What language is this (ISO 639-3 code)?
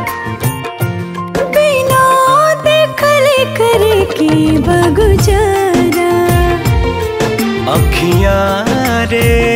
bho